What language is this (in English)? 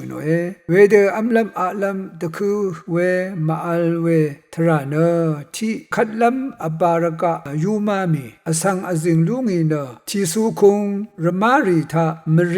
Rawang